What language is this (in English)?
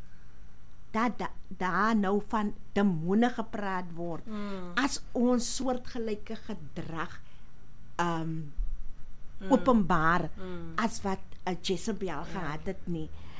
Afrikaans